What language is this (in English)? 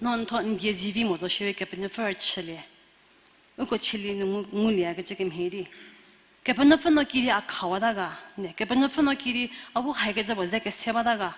Angami Naga